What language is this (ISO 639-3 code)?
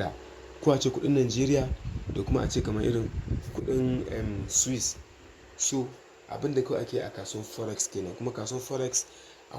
hau